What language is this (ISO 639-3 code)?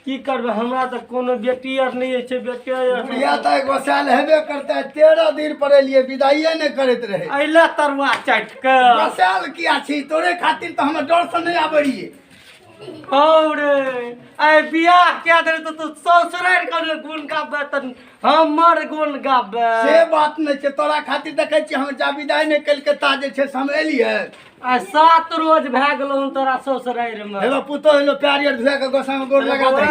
mai